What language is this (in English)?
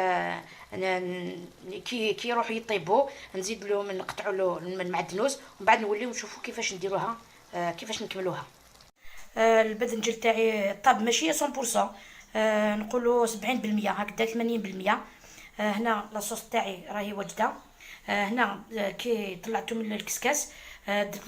Algerian Arabic